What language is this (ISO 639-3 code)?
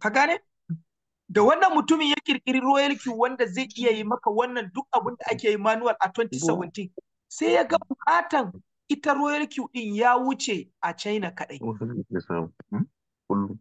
hau